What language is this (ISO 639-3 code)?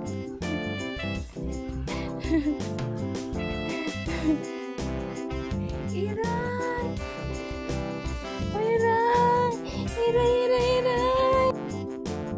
jpn